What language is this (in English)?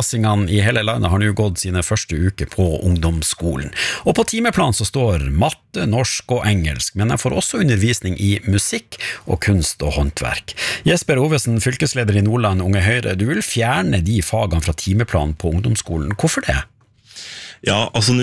Norwegian